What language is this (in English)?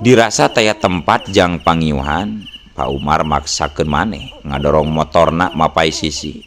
Sundanese